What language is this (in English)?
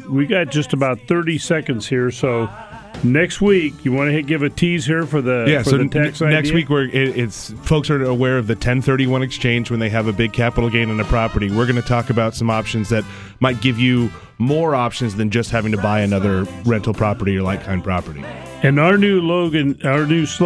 English